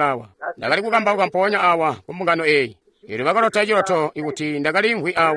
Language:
Tonga (Zambia)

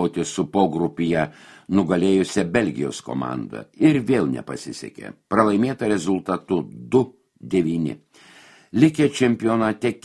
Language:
Lithuanian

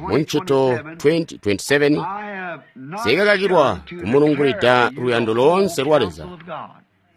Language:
Tonga (Zambia)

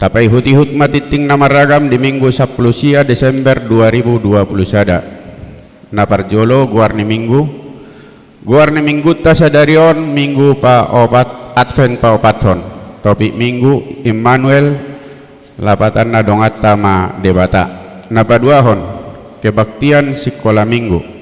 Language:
Batak Toba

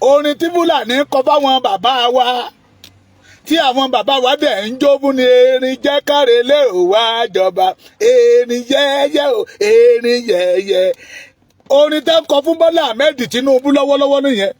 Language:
Yoruba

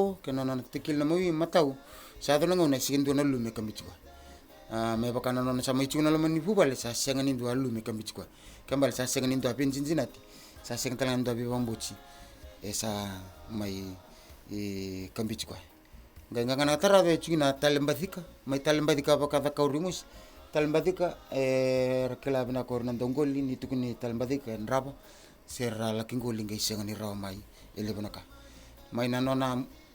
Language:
Fijian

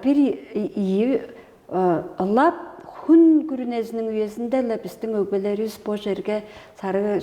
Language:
Tuvinian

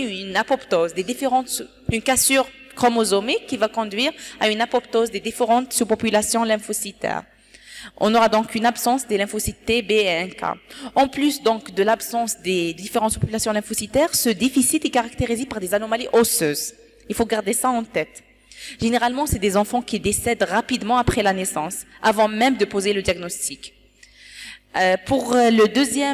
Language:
French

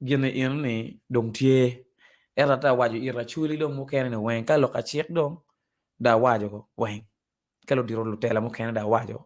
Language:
Acoli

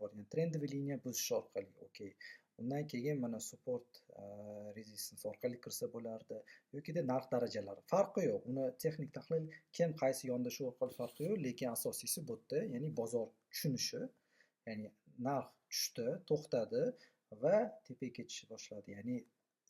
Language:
Uzbek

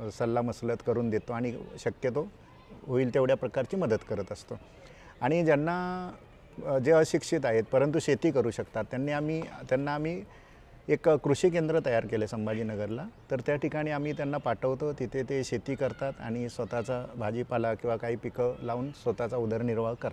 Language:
Marathi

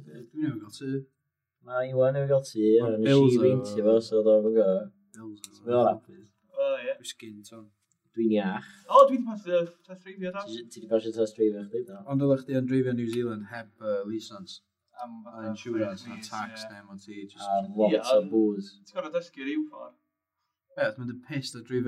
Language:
Welsh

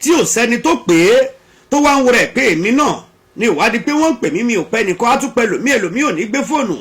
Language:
Yoruba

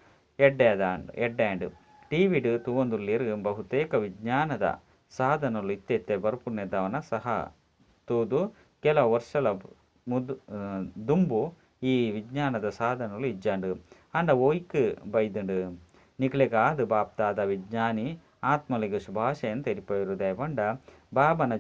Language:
Tulu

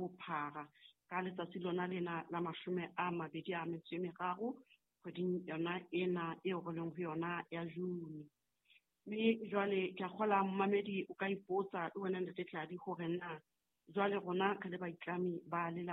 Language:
Southern Sotho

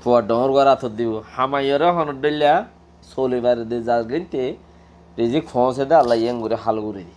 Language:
Rohingya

